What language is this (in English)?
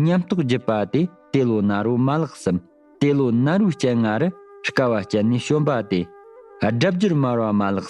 Tibetan